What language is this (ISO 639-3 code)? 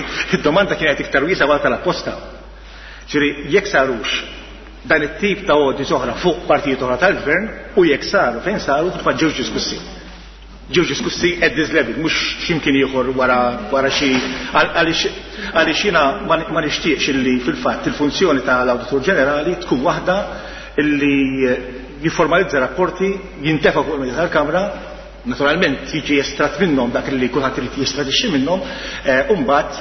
mlt